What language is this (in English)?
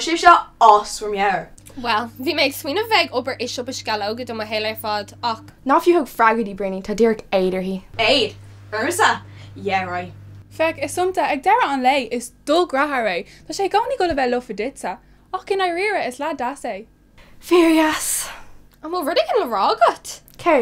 Irish